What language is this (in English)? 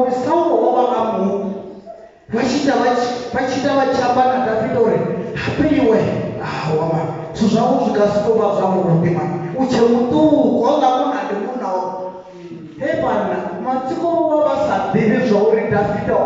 Venda